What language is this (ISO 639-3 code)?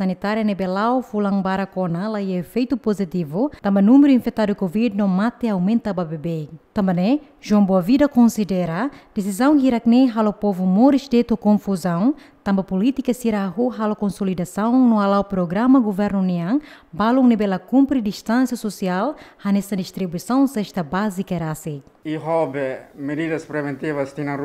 tet